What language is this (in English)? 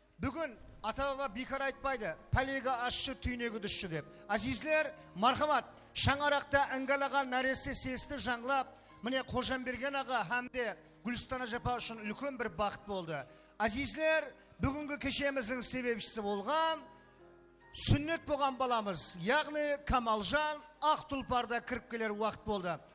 Kara-Kalpak